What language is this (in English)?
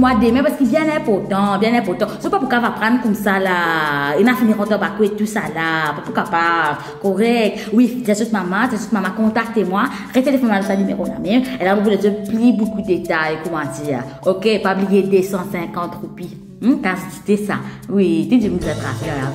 Morisyen